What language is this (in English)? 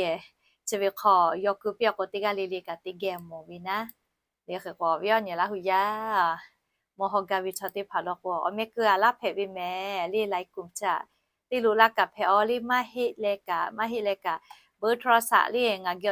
Lahu